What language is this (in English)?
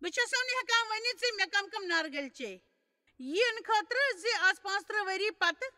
Kashmiri